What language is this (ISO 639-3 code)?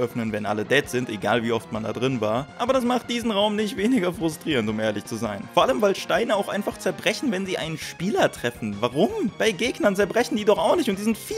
deu